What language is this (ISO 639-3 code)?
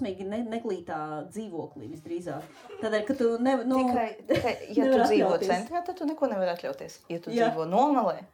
lav